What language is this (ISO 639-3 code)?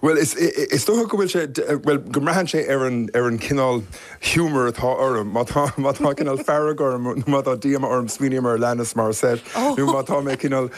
gle